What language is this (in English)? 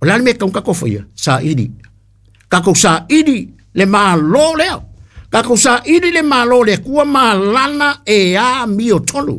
Samoan